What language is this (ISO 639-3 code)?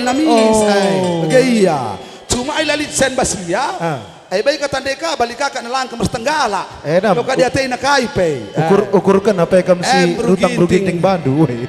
btx